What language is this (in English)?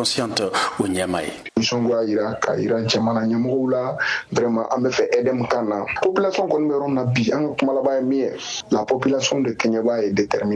Bambara